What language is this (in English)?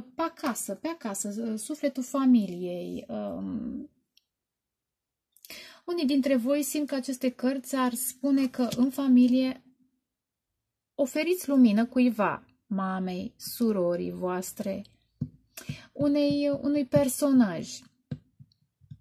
Romanian